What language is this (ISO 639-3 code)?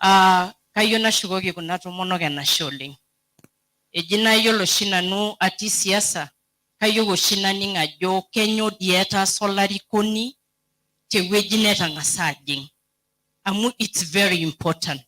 mas